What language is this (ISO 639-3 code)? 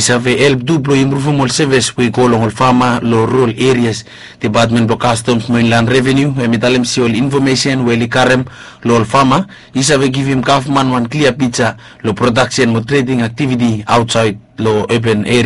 bis